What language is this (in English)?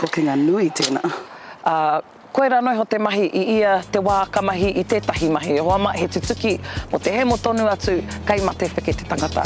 Māori